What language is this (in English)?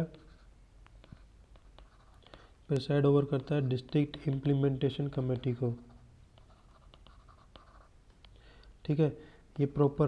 Hindi